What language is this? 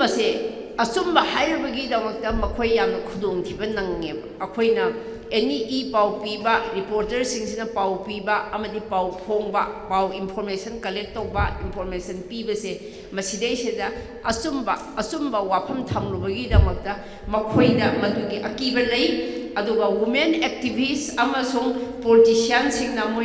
Manipuri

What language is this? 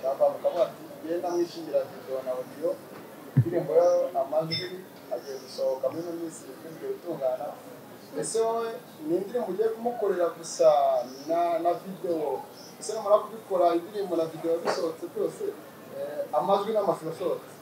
Kinyarwanda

